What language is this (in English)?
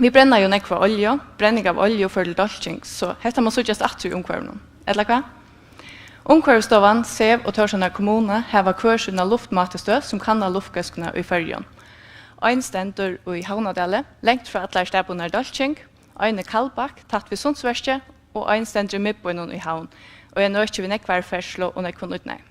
Faroese